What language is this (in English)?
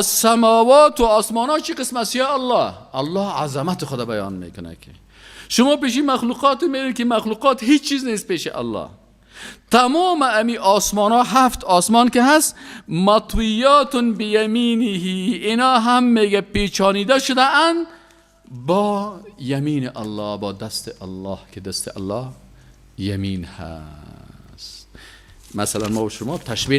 Persian